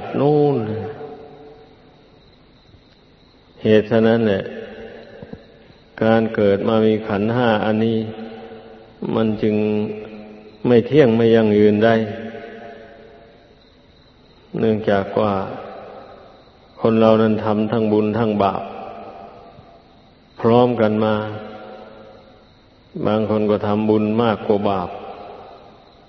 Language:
Thai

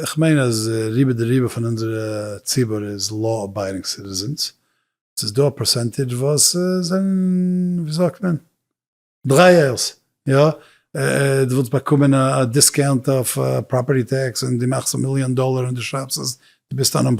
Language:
Yiddish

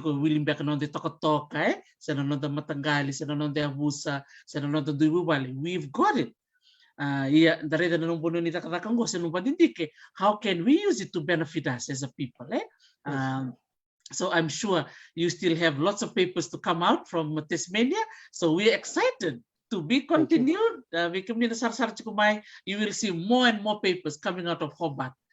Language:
Fijian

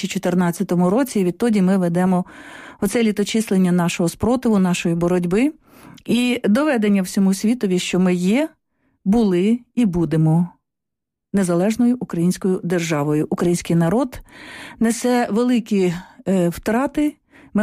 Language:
Ukrainian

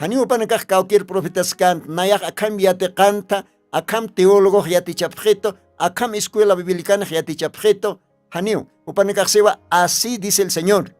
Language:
Aymara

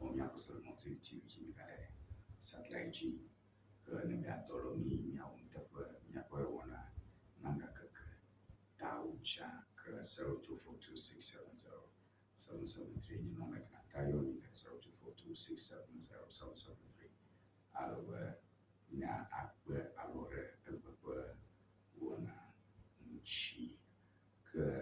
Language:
Ewe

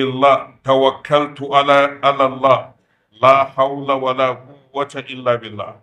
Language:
Hausa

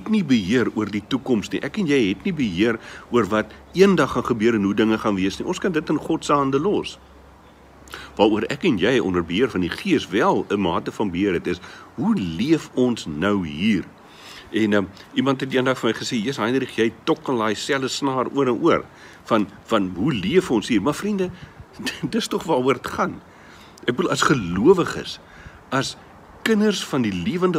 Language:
Afrikaans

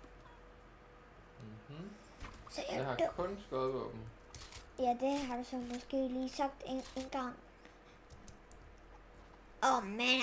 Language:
Danish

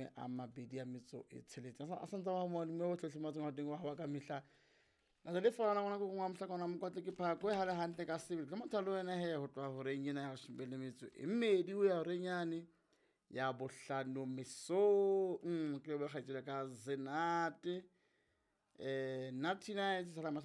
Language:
Southern Sotho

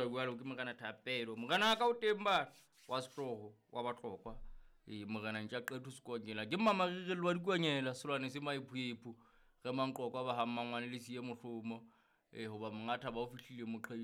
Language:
Southern Sotho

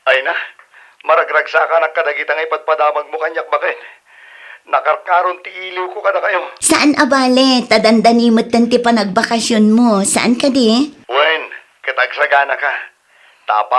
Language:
Iloko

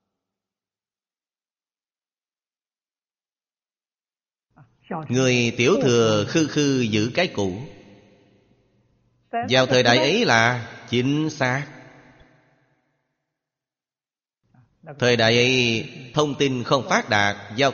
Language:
Vietnamese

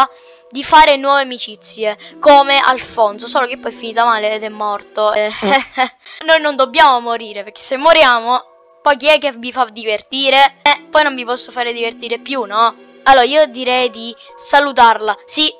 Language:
Italian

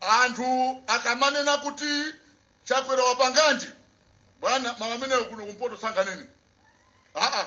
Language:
Nyanja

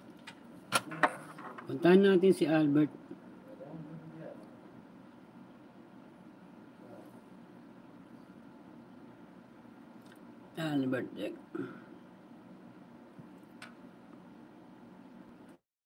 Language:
Filipino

